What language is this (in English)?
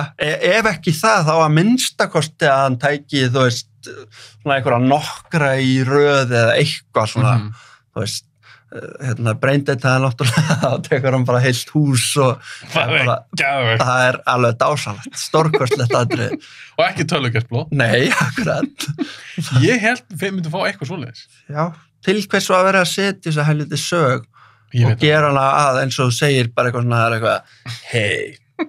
Icelandic